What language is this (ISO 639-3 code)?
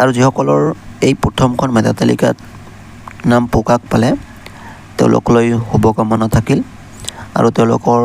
asm